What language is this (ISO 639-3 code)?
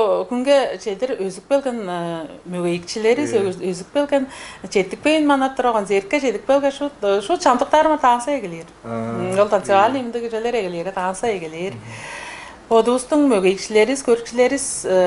tyv